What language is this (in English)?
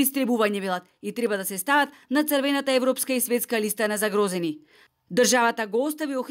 Macedonian